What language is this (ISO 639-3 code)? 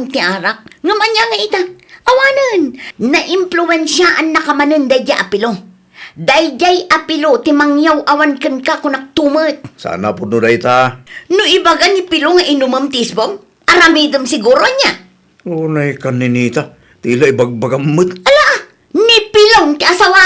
ilo